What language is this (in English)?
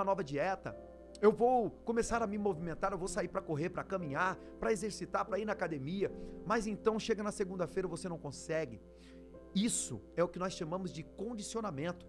Portuguese